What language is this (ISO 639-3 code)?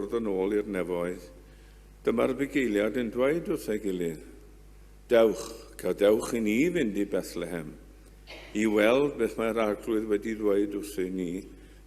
cym